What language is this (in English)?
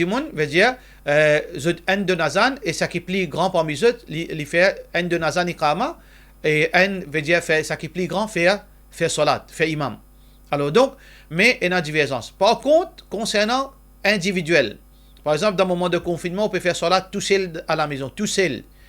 Morisyen